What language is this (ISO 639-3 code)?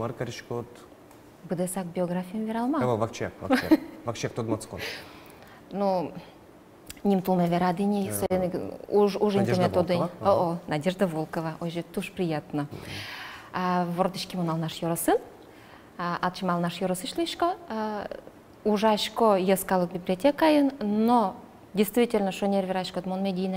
udm